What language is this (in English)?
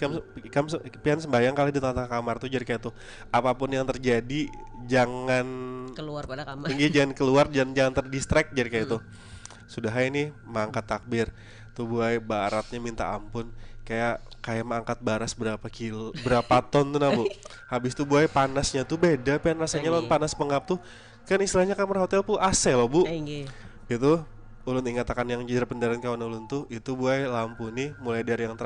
Banjar